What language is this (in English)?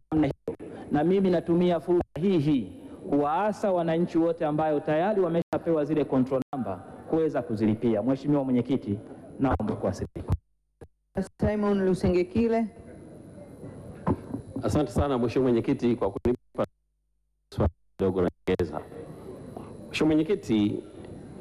Swahili